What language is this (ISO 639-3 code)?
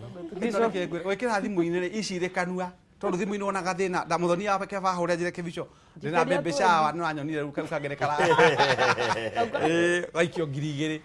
kik